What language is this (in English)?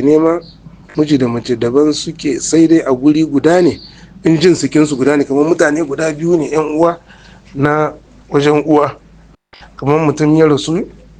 Hausa